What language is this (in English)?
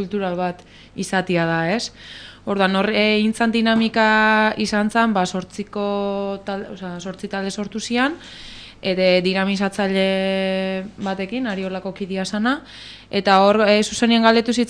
Basque